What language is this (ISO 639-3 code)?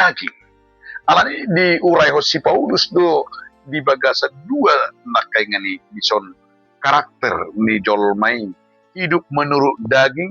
bbc